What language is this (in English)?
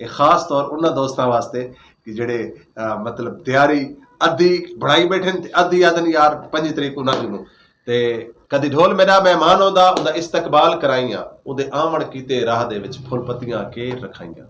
Saraiki